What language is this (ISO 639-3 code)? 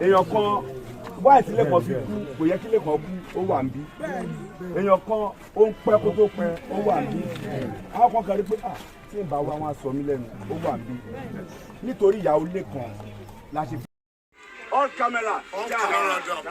yor